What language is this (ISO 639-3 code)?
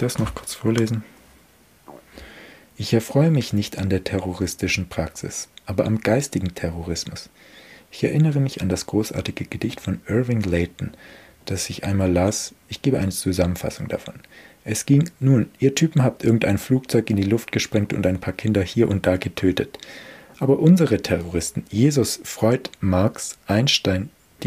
deu